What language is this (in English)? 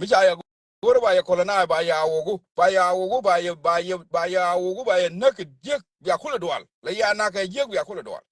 Nuer